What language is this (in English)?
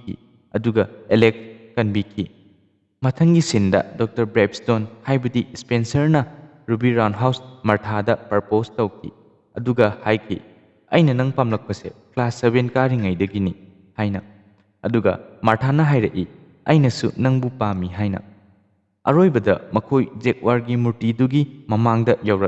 Manipuri